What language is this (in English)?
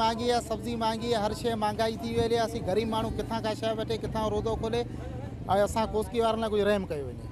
Sindhi